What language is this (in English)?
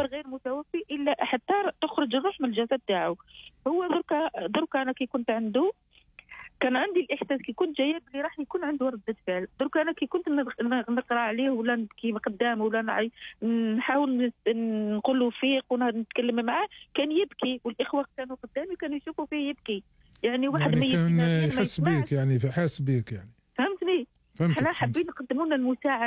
Algerian Arabic